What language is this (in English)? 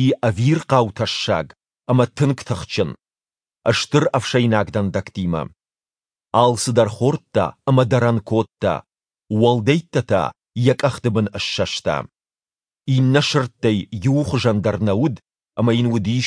Ossetic